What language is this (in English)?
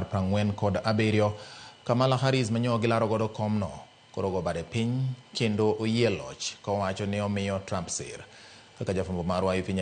Luo (Kenya and Tanzania)